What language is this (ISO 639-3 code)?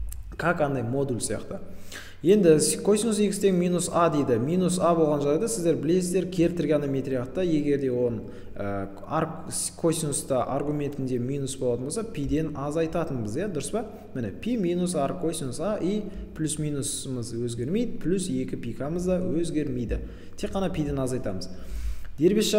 kaz